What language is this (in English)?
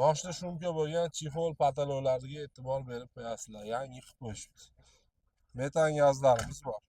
Uzbek